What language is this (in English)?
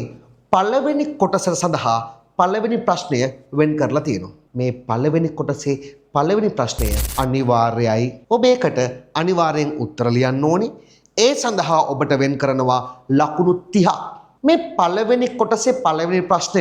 Sinhala